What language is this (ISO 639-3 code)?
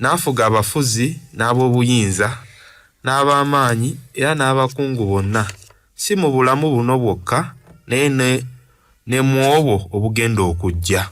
lug